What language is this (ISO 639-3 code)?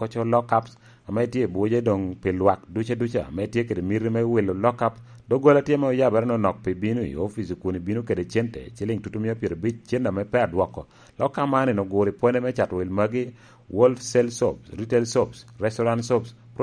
laj